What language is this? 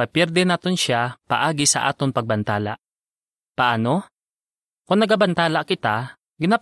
Hiligaynon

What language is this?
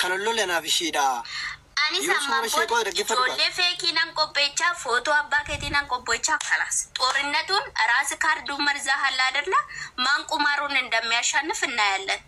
Oromo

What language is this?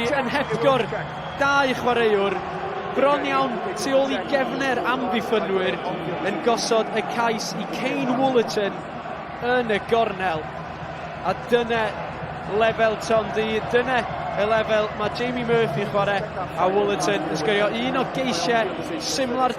Welsh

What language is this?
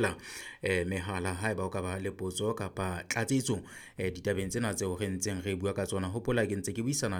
Southern Sotho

